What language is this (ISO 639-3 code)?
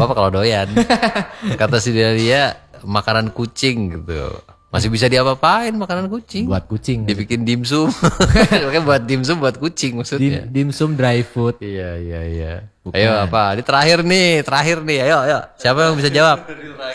ind